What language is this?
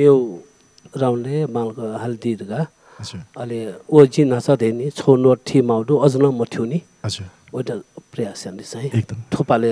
Newari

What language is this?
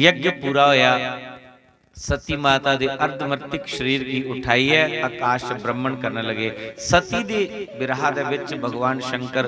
Dogri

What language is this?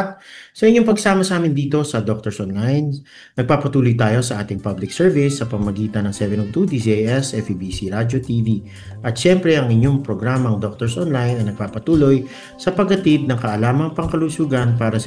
Filipino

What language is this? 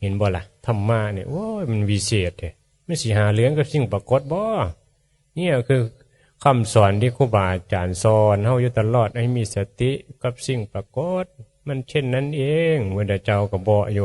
Northeastern Thai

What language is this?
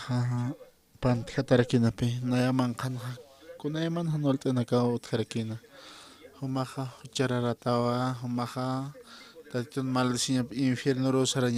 Aymara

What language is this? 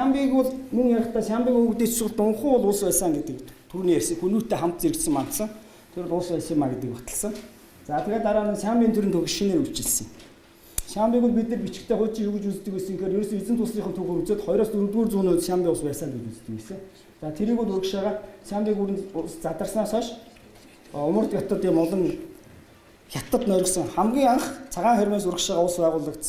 Mongolian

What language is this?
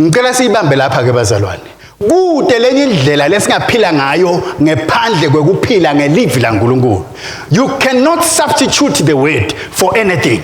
Swati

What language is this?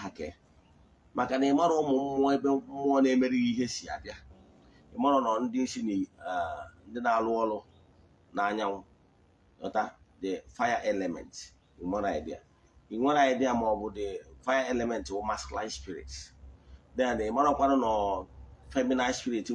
Igbo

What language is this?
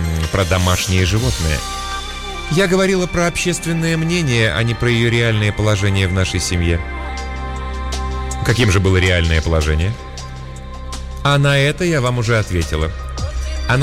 Russian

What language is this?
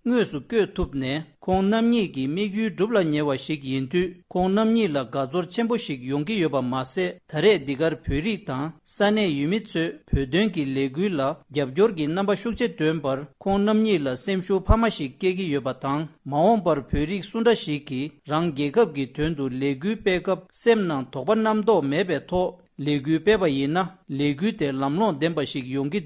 Tibetan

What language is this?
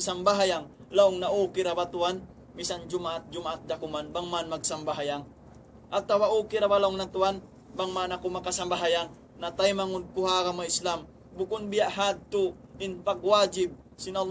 Tausug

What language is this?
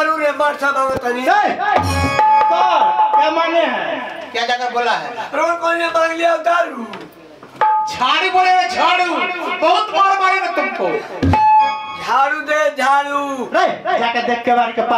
Bhojpuri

